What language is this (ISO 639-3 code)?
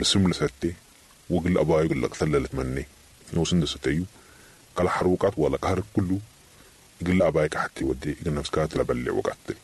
apd